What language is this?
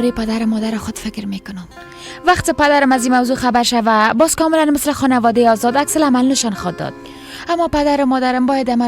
Persian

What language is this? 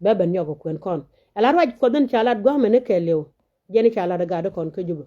Nuer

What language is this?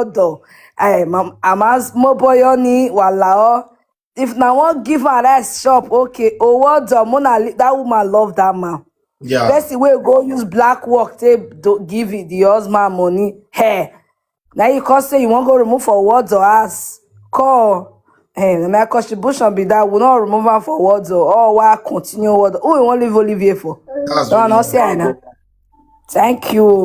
Nigerian Pidgin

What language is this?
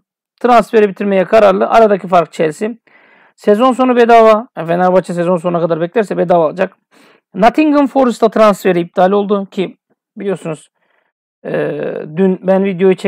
Turkish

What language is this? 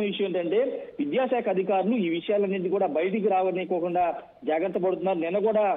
Telugu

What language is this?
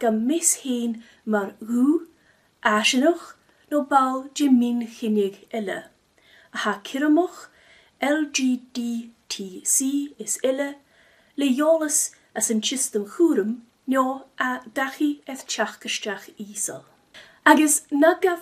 Scottish Gaelic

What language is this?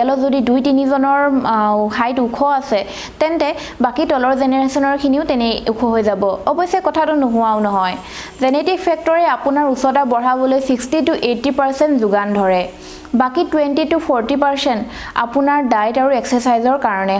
Assamese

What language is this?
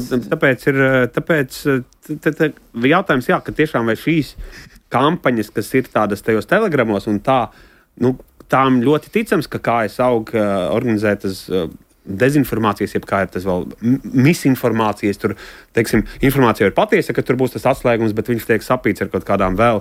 Latvian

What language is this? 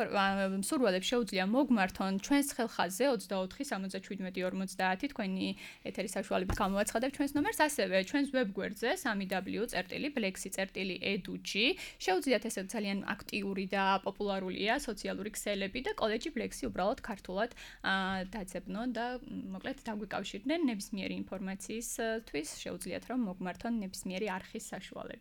Georgian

